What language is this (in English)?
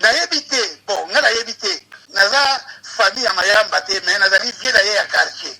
Lingala